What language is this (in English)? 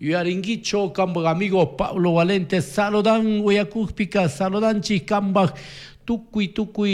Chimborazo Highland Quichua